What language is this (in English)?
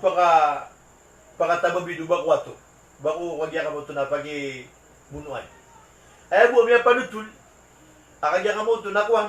Maranao